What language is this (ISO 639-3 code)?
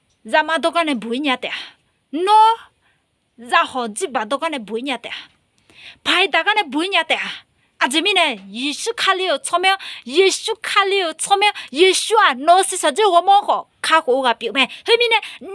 ahk